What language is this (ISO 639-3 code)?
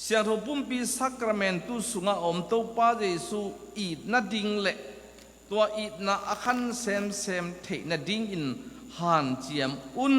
ctd